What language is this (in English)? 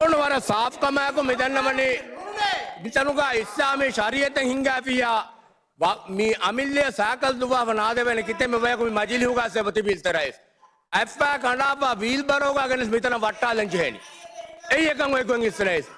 Divehi